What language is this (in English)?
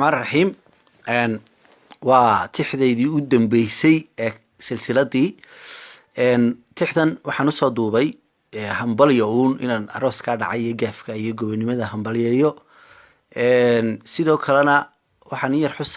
Somali